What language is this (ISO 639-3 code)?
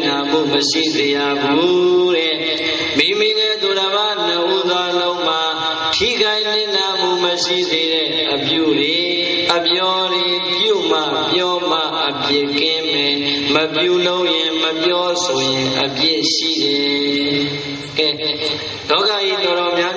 mya